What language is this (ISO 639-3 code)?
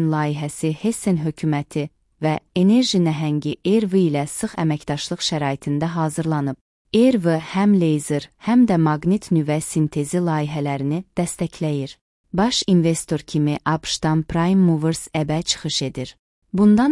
aze